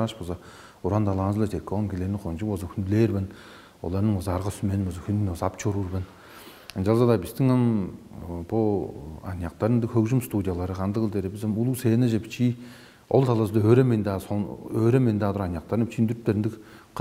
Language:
Tuvinian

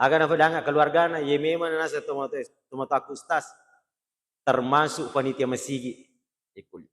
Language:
Buginese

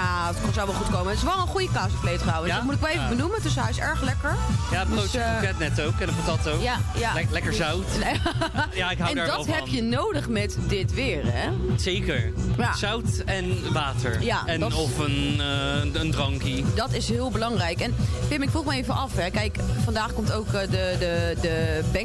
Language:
Dutch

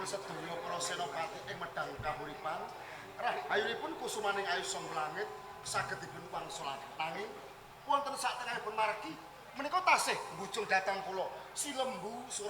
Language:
Javanese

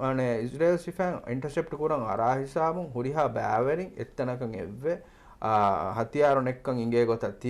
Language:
Divehi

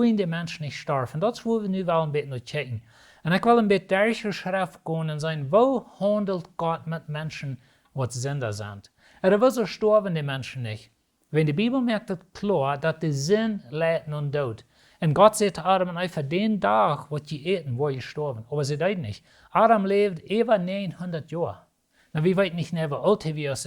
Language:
Plautdietsch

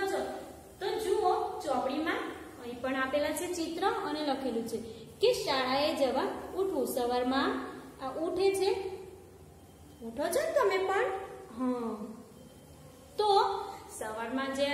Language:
Gujarati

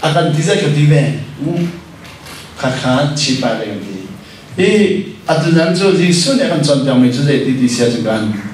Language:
Hakha Chin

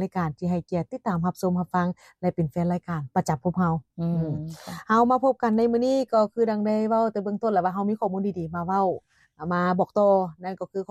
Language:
Lao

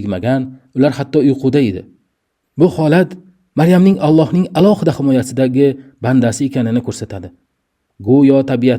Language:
Uzbek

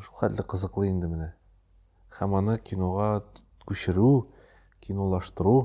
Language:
Tatar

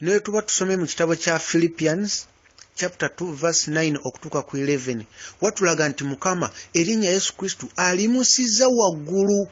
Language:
Ganda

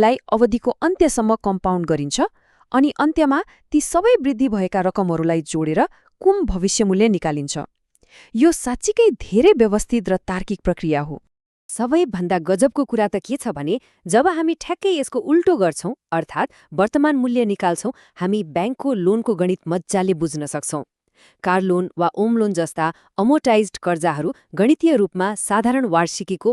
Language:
Nepali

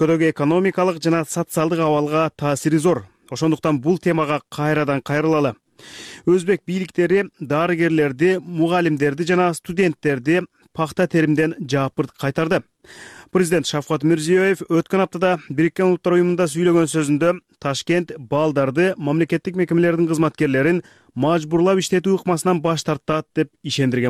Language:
Kyrgyz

